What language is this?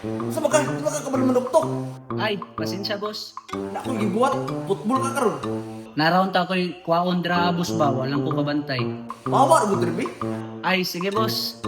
Cebuano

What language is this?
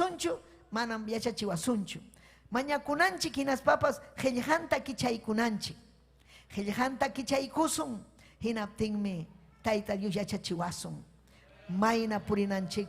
Ayacucho Quechua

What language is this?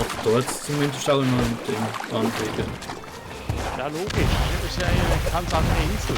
Swiss German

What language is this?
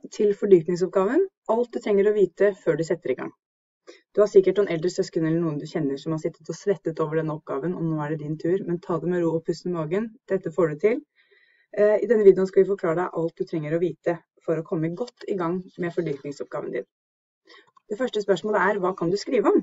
Norwegian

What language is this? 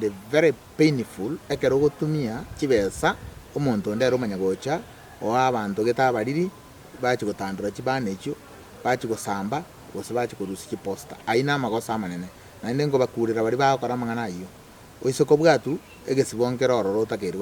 Gusii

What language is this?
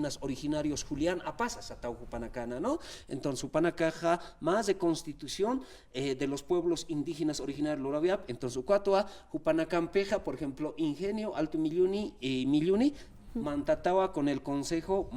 Aymara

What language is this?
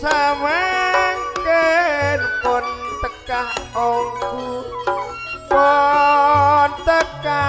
Madurese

